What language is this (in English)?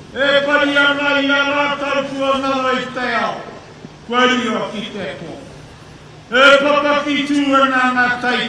Māori